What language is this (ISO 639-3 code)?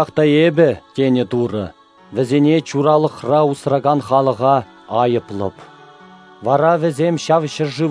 chv